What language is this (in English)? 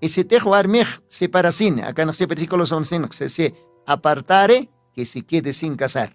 Aymara